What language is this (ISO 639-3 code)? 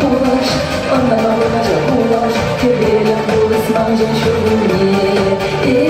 chv